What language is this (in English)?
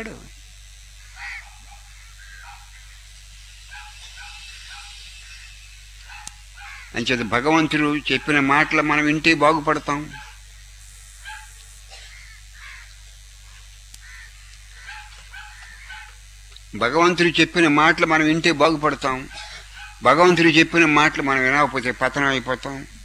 Telugu